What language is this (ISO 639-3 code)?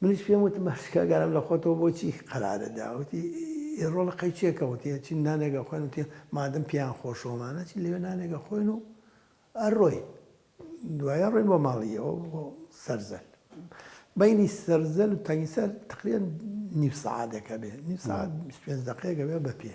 ckb